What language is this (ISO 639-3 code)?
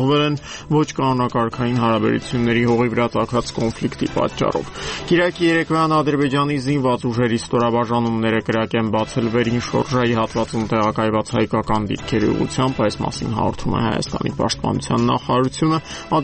hye